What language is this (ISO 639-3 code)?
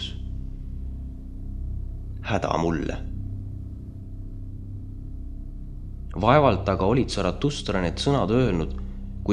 est